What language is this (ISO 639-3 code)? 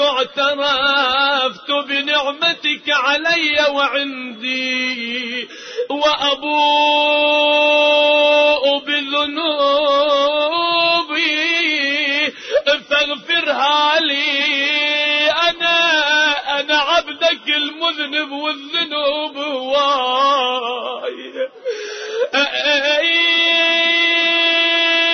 ara